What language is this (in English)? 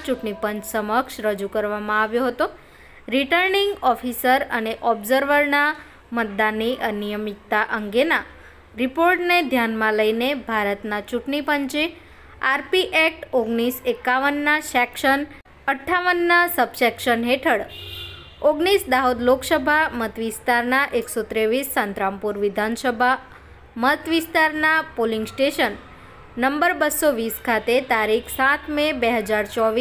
Gujarati